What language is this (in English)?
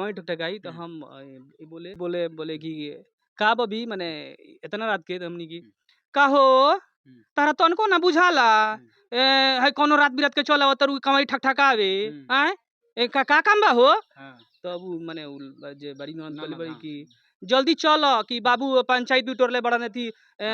Bhojpuri